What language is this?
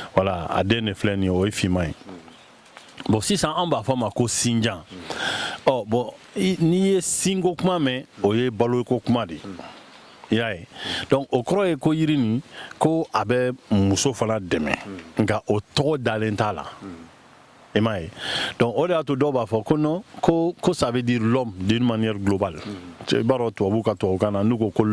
Bambara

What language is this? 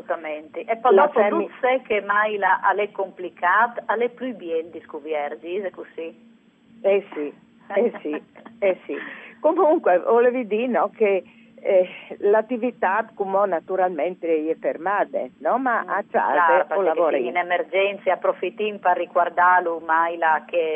Friulian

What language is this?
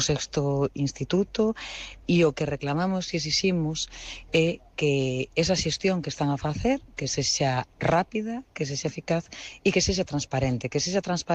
Galician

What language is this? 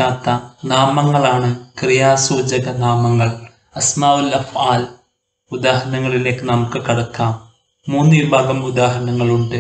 Malayalam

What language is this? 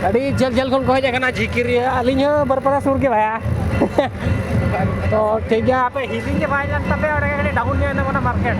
Santali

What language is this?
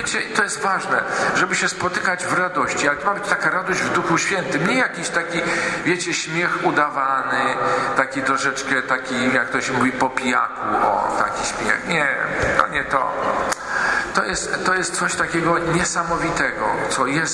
Polish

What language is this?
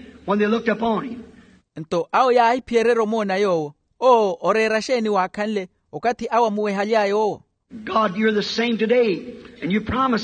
Makhuwa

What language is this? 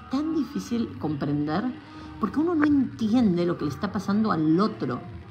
Spanish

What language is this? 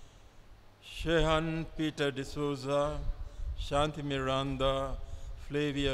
Konkani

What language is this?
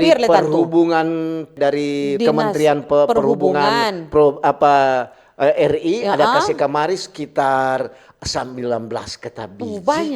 Manado Malay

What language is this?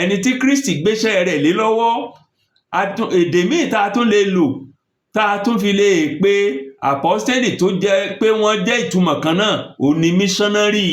Yoruba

